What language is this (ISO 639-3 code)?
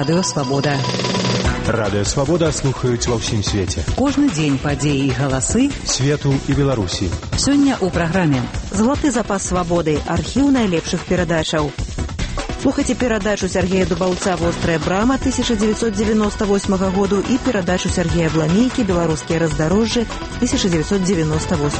bel